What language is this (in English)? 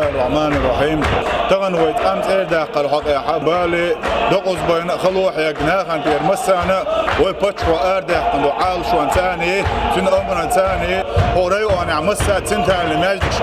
Chechen